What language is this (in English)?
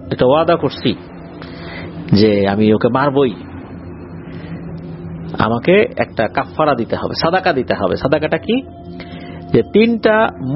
Bangla